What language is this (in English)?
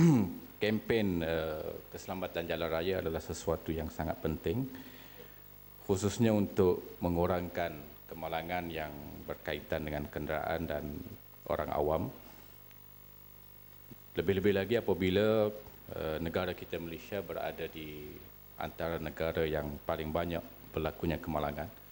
Malay